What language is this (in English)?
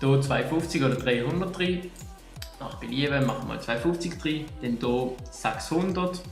Swiss German